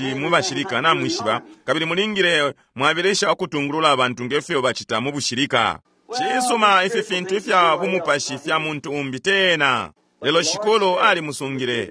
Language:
Bemba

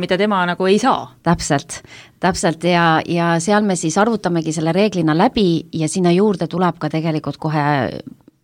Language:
Estonian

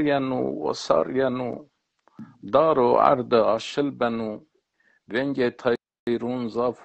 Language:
Zaza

